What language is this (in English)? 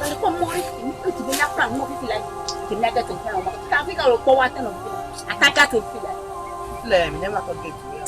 Ewe